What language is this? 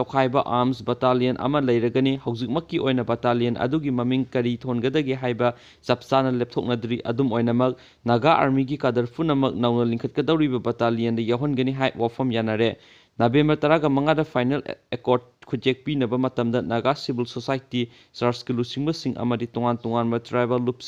Manipuri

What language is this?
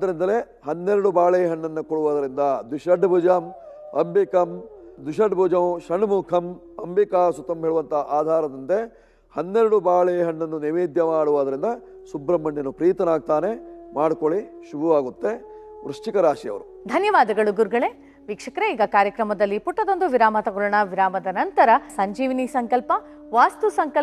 Kannada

